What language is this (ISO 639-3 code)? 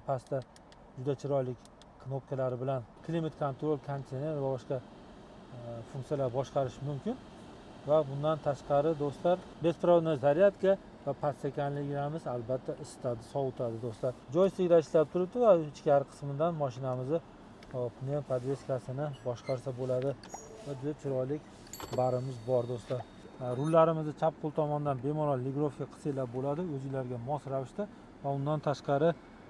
uzb